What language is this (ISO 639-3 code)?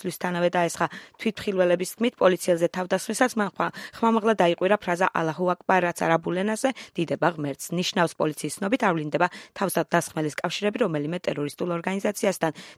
kat